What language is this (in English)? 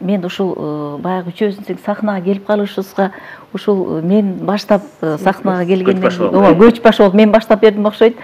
Kyrgyz